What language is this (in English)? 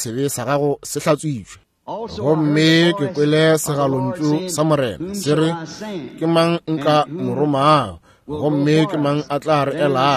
Northern Sotho